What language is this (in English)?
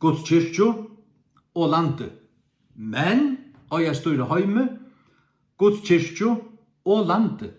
Faroese